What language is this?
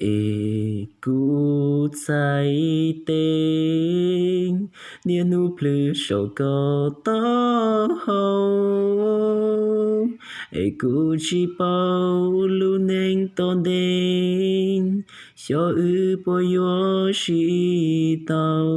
Hmong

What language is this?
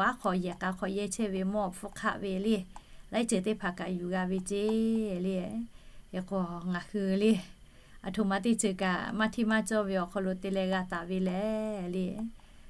Lahu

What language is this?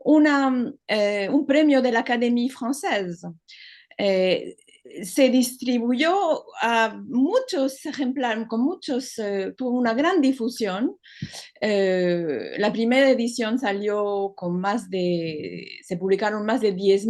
Ladino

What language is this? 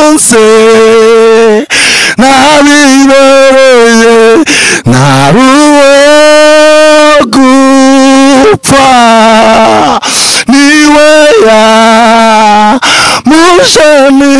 Kinyarwanda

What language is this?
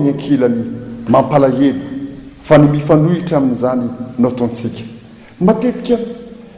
Malagasy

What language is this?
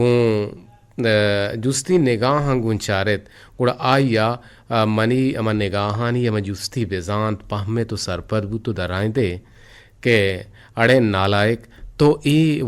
Eastern Balochi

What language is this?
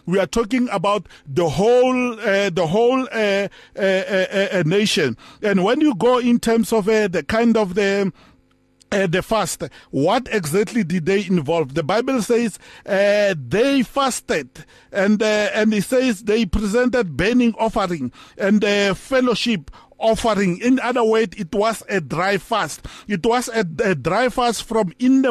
English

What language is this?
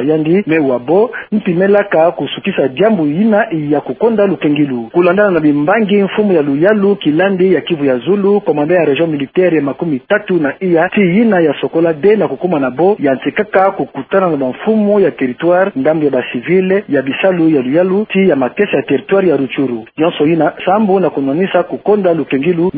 Kituba (Democratic Republic of Congo)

